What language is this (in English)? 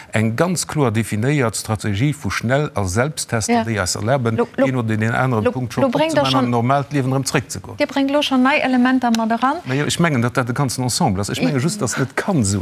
Luxembourgish